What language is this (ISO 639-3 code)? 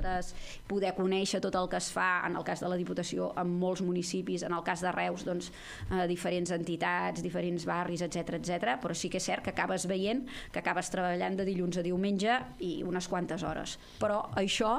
cat